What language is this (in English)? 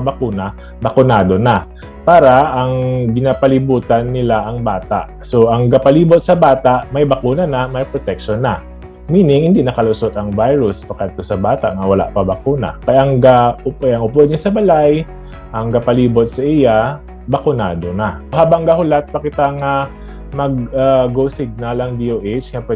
Hiligaynon